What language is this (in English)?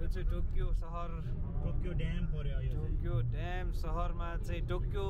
Nepali